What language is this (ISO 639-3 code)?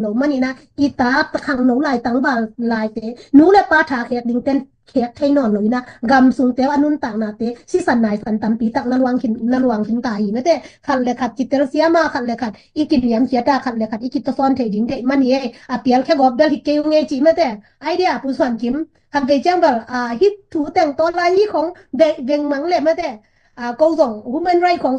ctd